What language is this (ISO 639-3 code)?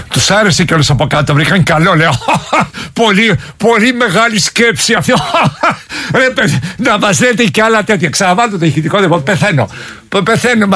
ell